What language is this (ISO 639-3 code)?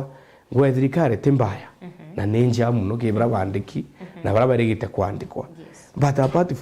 mer